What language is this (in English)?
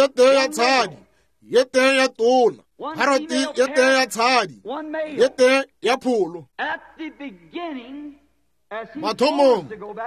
Northern Sotho